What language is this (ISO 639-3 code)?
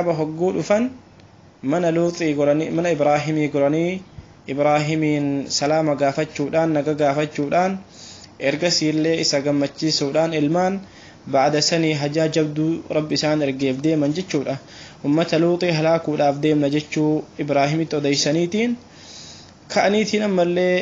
orm